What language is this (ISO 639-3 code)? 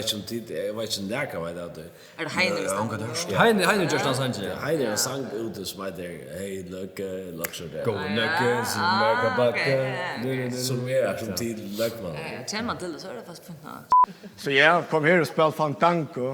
fao